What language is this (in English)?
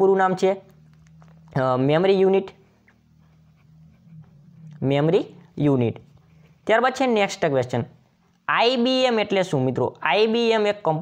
Gujarati